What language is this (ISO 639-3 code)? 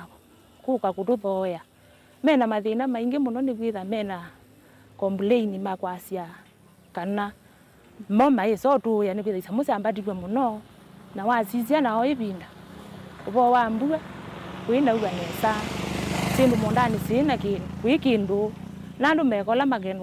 kam